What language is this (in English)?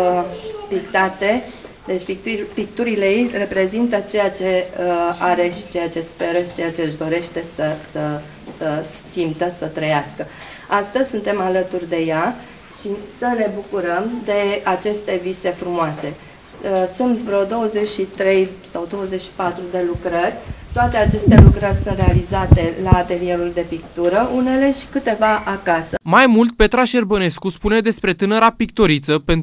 Romanian